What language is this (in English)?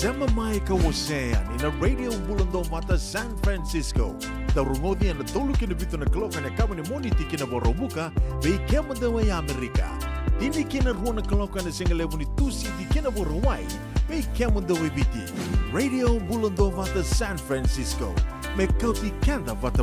Fijian